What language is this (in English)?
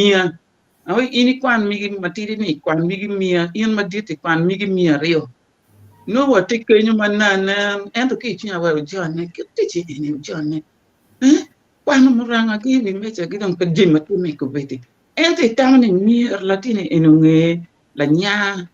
Acoli